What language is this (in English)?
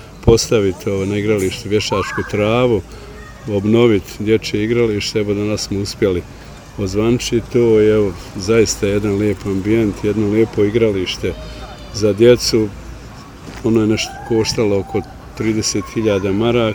Croatian